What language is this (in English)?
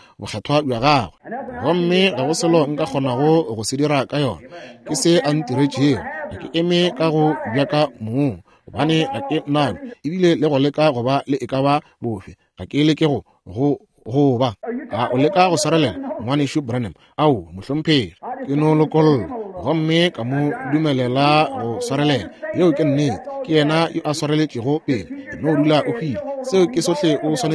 Northern Sotho